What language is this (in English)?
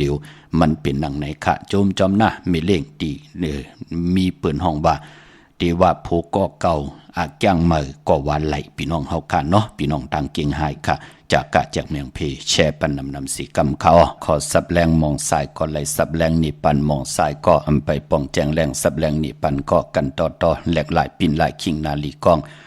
Shan